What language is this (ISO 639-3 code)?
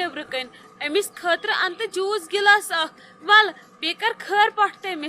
kas